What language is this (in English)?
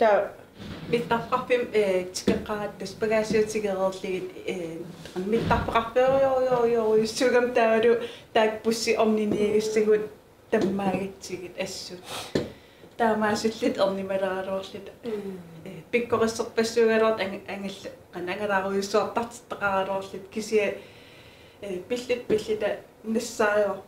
Kalaallisut